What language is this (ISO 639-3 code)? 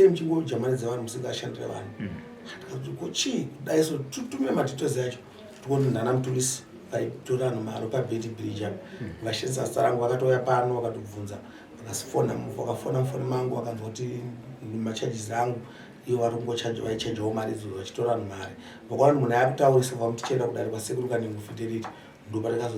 sna